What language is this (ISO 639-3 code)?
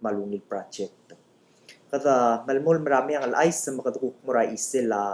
pau